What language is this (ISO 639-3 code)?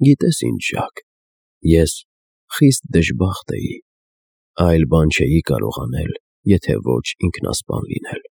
hye